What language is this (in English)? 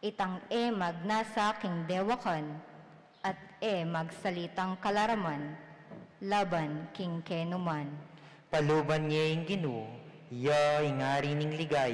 Pampanga